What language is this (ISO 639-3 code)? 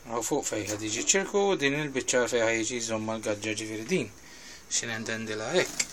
mlt